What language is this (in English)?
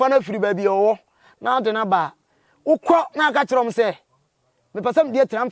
Akan